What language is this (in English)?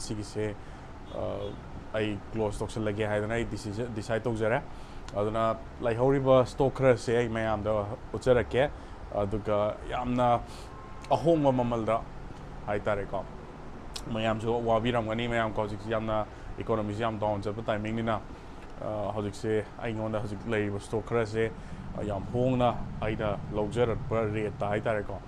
Manipuri